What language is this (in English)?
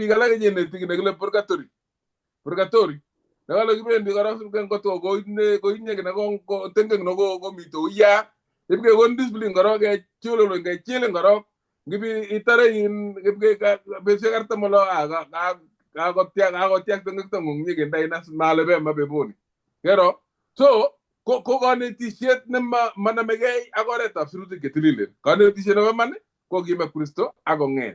Kalenjin